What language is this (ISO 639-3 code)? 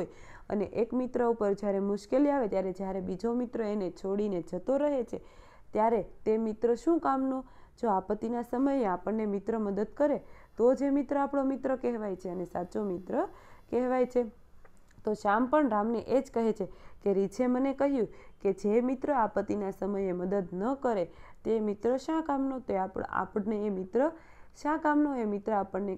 guj